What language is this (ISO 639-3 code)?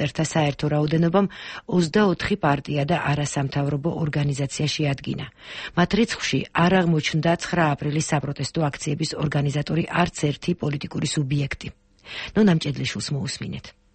kat